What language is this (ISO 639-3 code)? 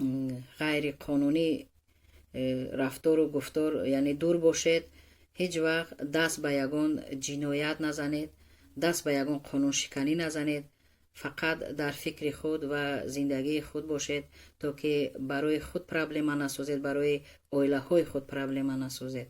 tgk